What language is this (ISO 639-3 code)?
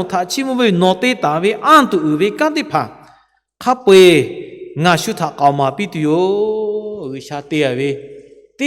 lhu